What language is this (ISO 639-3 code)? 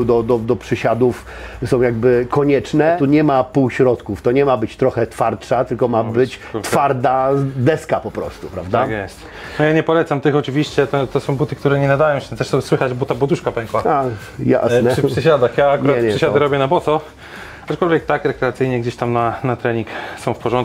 pol